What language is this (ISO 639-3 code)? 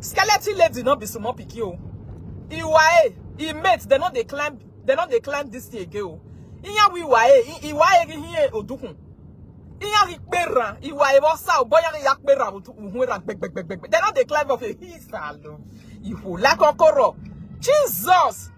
pcm